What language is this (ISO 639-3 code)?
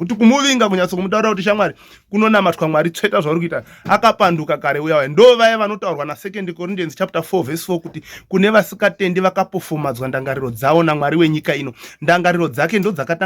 sna